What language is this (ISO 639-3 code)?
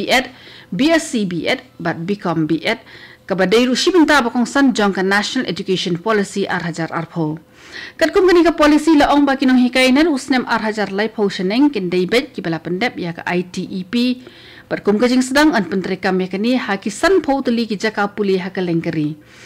kha